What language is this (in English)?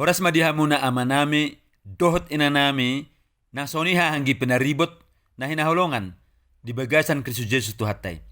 Batak Toba